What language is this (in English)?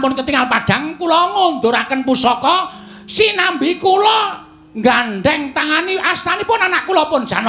Javanese